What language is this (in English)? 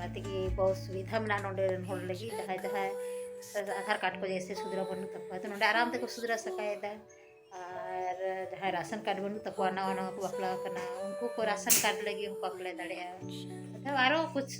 Santali